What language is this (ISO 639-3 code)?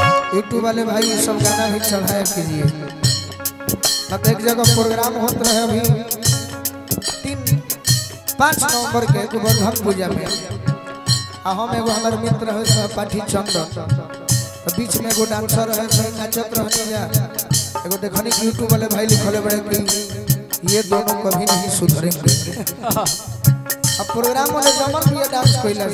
bho